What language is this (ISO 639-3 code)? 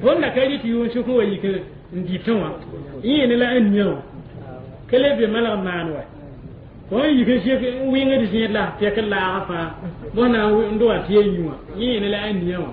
mos